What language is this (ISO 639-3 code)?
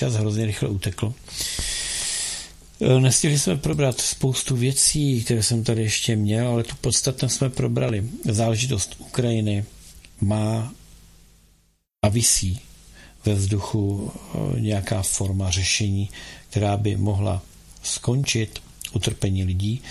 ces